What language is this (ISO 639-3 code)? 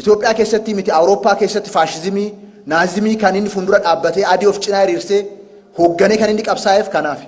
orm